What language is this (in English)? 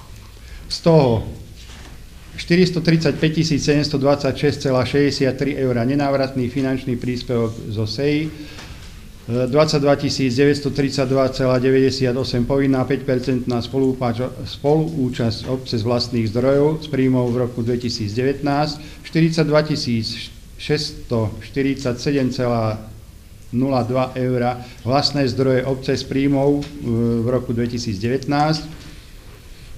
Slovak